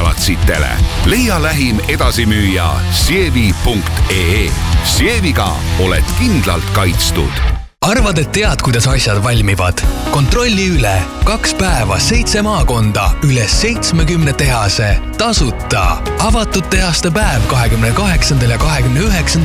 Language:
Estonian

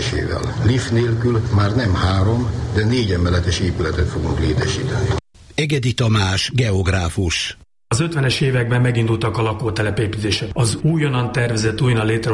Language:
Hungarian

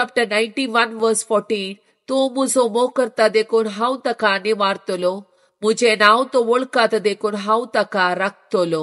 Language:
Konkani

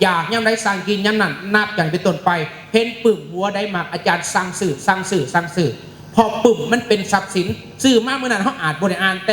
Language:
Lao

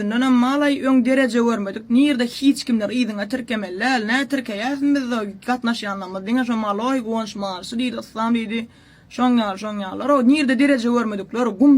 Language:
Turkmen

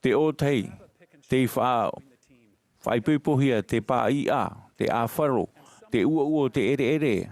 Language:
Tahitian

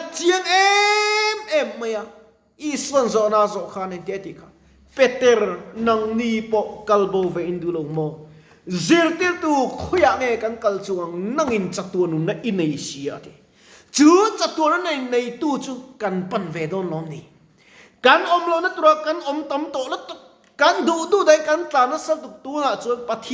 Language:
Mizo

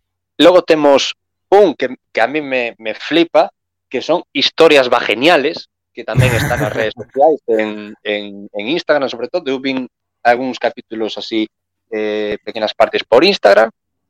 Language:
Galician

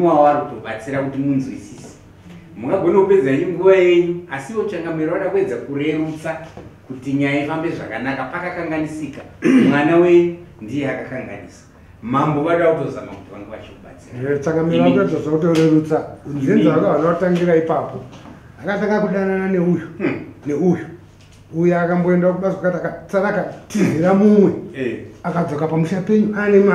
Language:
Shona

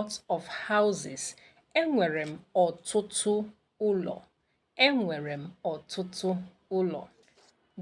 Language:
Igbo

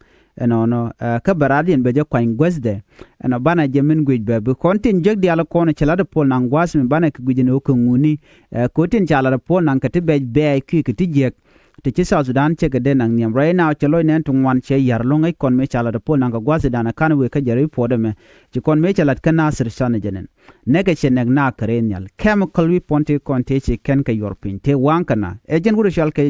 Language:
Nuer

